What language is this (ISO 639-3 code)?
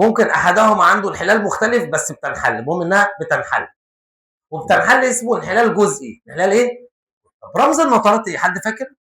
arz